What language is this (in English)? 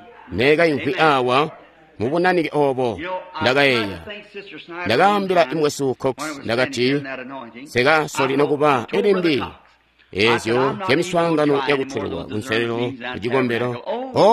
Tonga (Zambia)